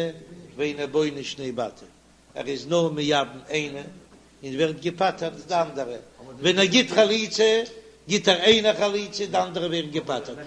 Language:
Yiddish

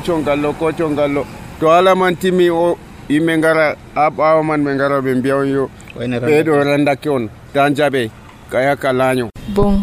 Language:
Nigerian Fulfulde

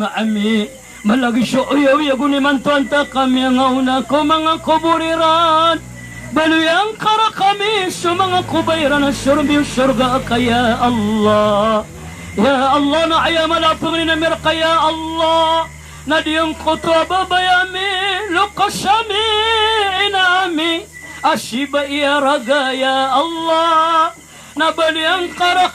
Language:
Maranao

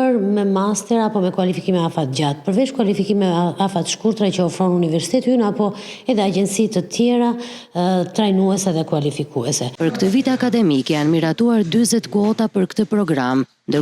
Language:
Albanian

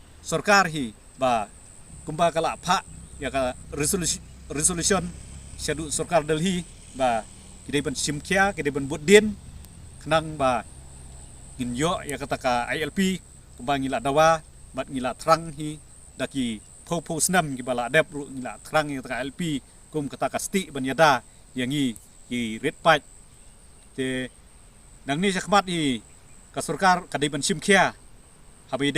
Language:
Khasi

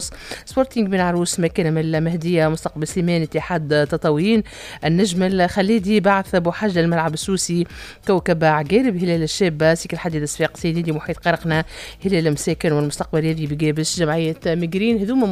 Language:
Tunisian Arabic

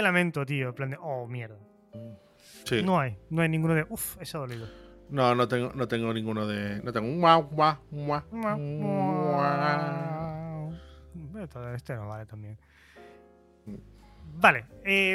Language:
Spanish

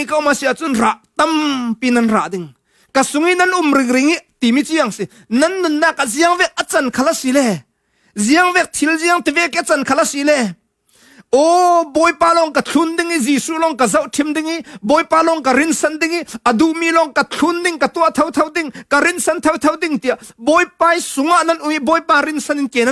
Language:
Falam Chin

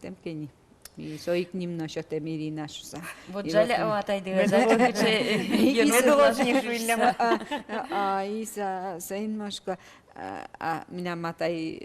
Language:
Udmurt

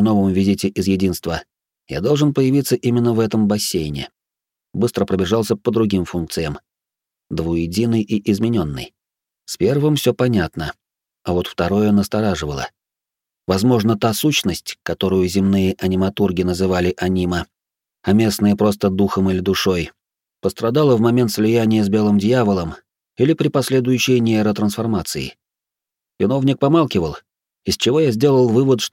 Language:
Russian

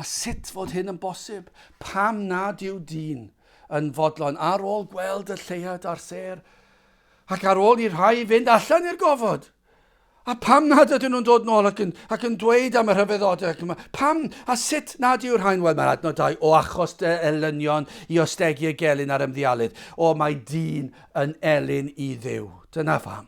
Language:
Welsh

